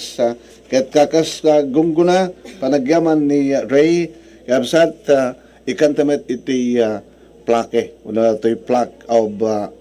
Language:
Iloko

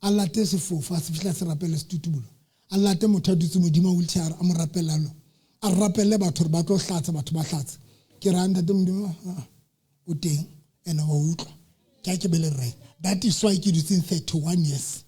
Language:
Southern Sotho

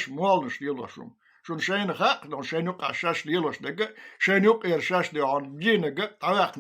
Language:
Chechen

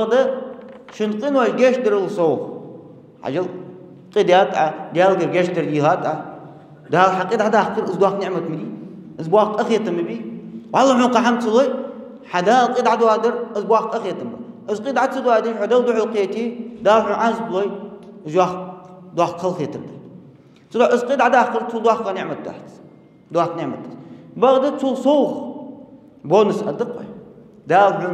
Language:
Ingush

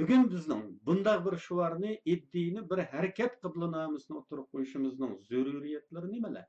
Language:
Uyghur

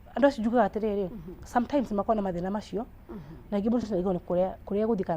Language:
Kikuyu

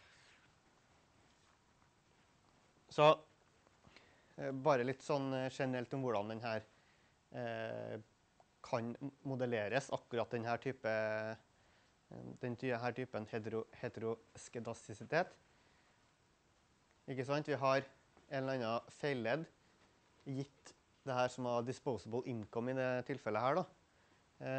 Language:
Norwegian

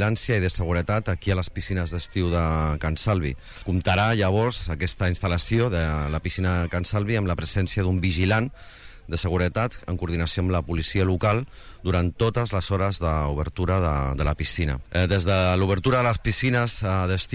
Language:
Catalan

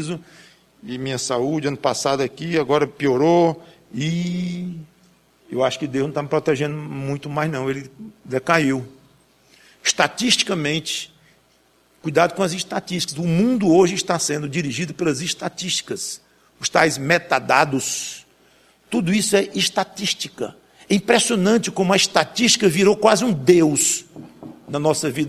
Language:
Portuguese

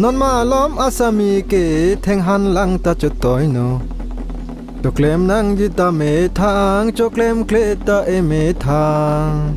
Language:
Karbi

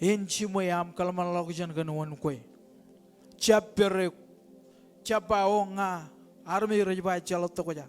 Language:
Marshallese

